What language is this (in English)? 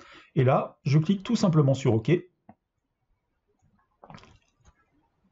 French